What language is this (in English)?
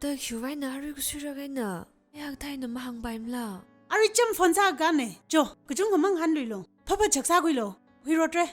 Tangkhul Naga (India)